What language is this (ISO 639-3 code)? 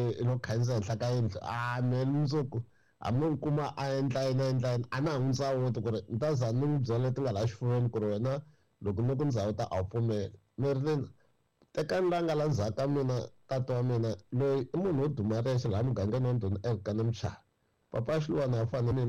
tso